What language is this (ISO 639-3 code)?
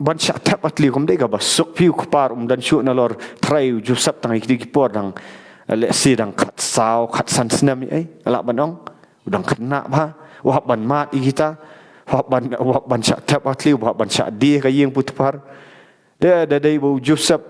kha